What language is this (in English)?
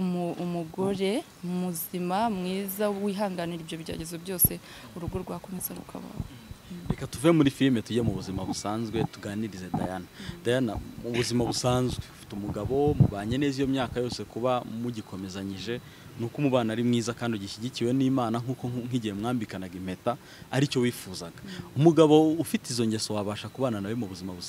Kinyarwanda